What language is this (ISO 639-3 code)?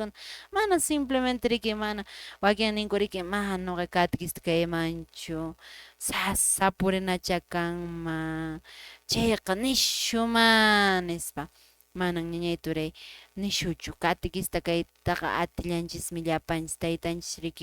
que